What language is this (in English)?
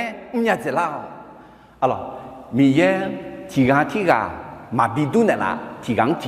Akha